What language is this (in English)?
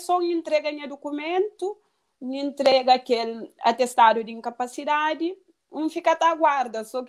Kabuverdianu